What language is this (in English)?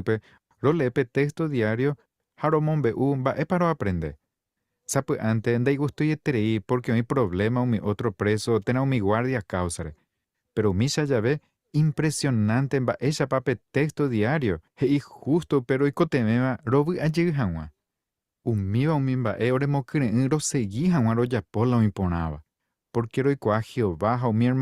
Guarani